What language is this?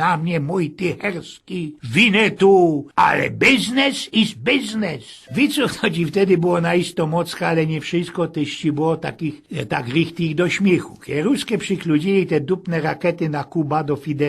Silesian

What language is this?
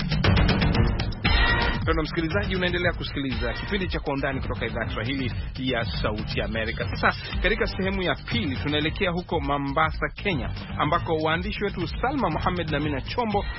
Swahili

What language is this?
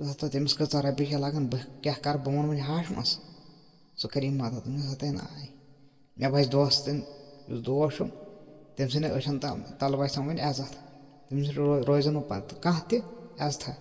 Kashmiri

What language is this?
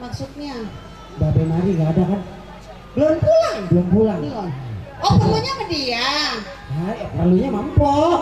Betawi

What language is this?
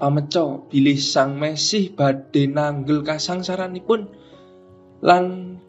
Javanese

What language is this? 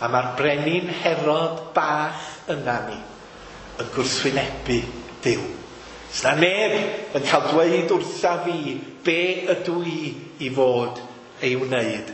Welsh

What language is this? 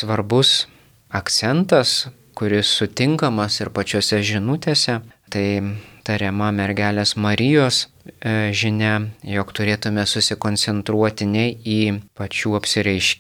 Lithuanian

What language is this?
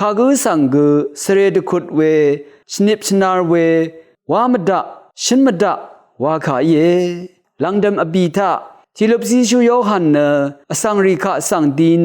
Rawang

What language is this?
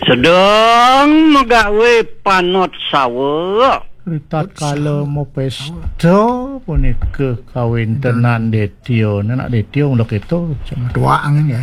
Balinese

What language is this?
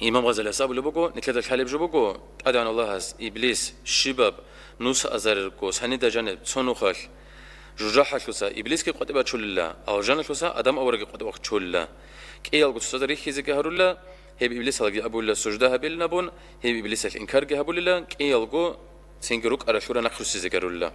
Avaric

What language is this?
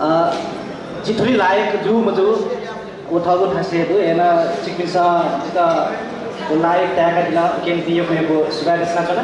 Newari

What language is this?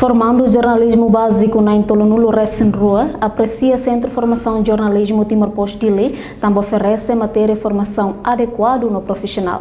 Tetum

